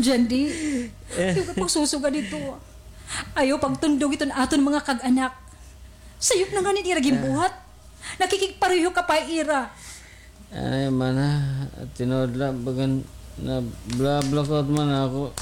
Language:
Waray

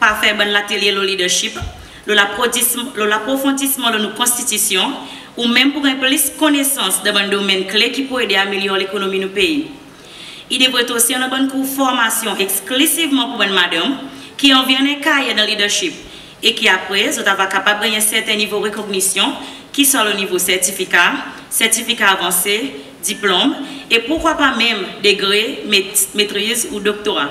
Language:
Seselwa Creole French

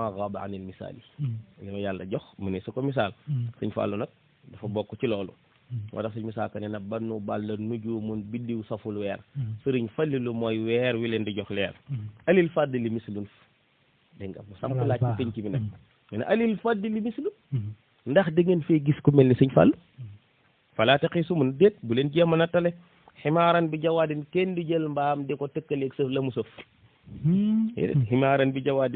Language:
Wolof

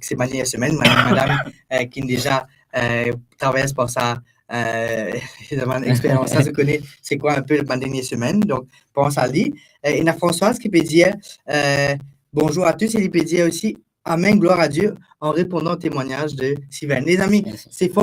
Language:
Morisyen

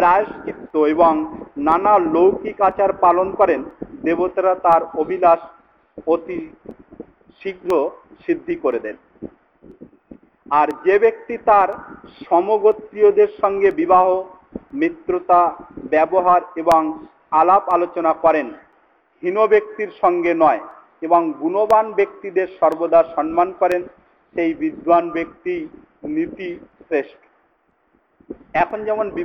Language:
Bangla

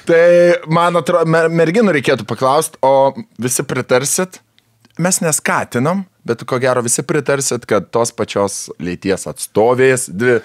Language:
Lithuanian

